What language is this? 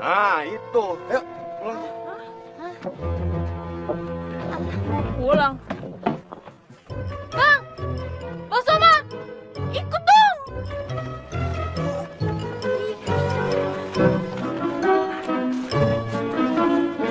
Indonesian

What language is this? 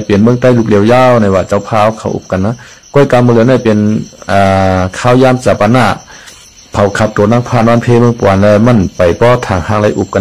Shan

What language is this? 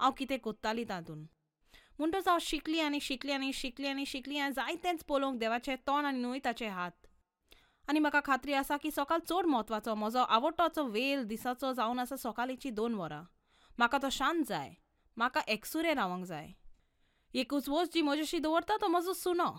Konkani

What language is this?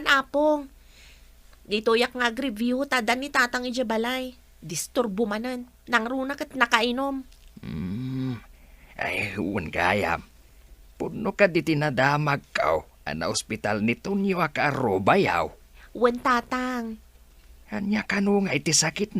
Iloko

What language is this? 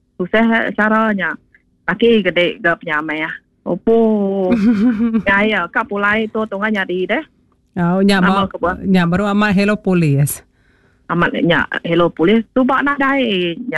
Iban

